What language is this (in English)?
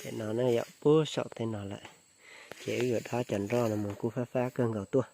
Hmong